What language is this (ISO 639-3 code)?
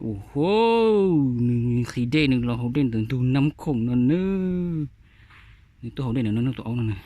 hmn